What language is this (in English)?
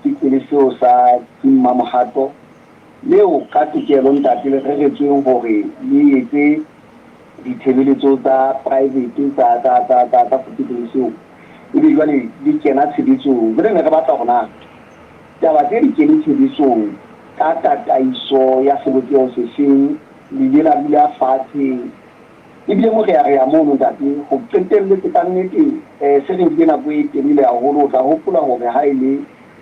Southern Sotho